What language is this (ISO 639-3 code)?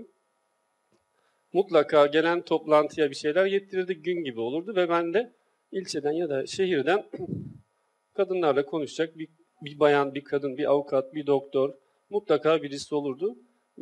tur